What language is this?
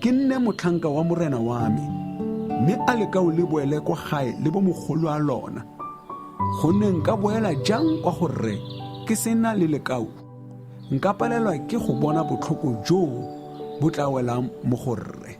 Tswana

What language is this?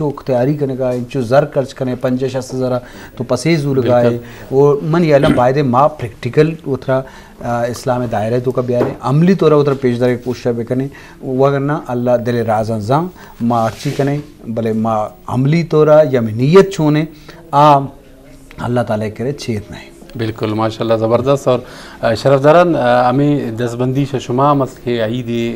Eastern Balochi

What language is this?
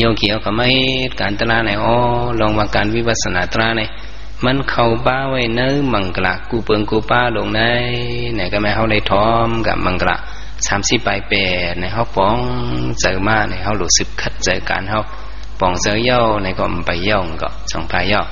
Shan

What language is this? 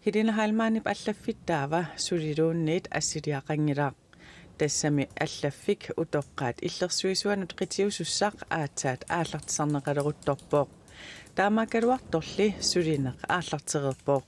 Kalaallisut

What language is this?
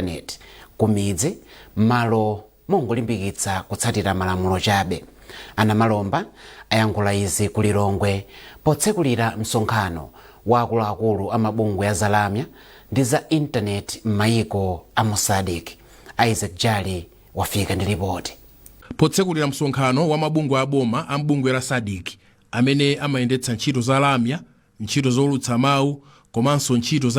Nyanja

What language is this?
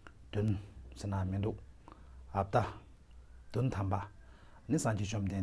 Tibetan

